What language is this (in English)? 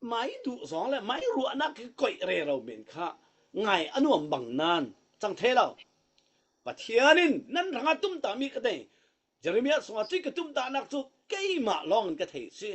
Falam Chin